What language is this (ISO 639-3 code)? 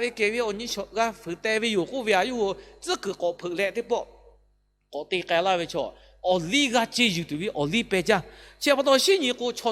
lhu